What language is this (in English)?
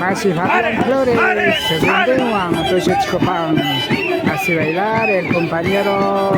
Imbabura Highland Quichua